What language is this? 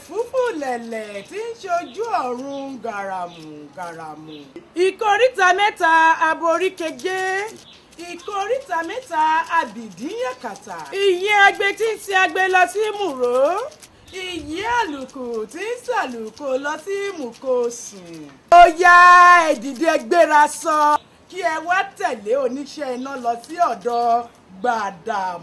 Yoruba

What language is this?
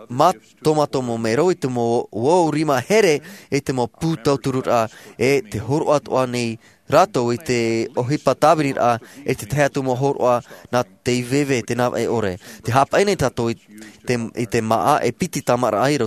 Tahitian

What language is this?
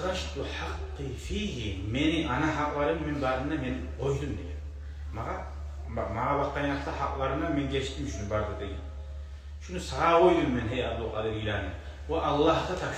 Kumyk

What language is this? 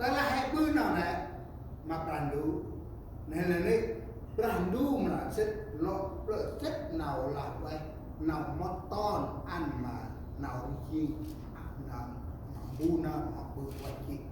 Central Mnong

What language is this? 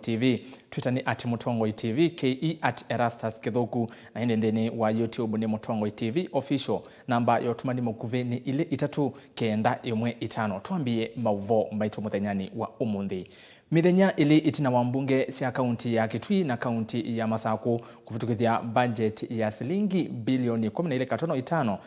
Kamba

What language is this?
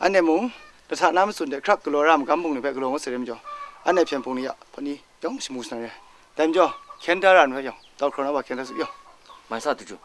Kachin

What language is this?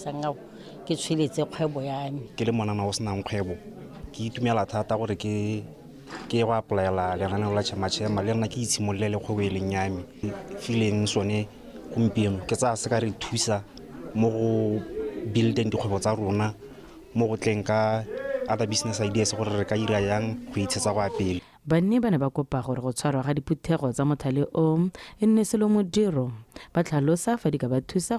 Tswana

